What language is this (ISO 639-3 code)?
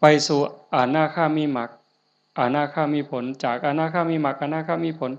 lao